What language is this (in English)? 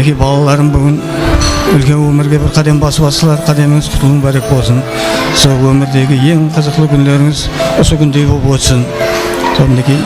Kara-Kalpak